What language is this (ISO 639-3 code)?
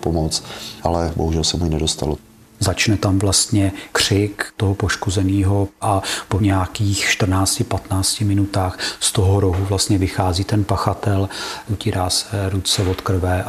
ces